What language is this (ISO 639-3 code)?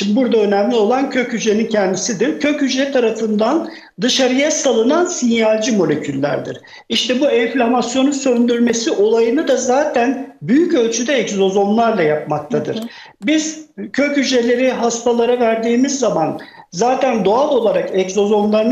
tur